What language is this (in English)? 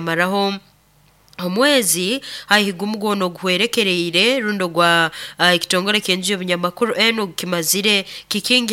Nyoro